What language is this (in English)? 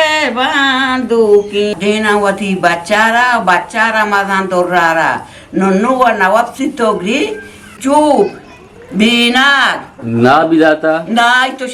Eastern Balochi